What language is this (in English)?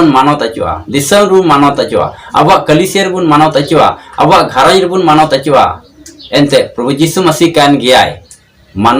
Santali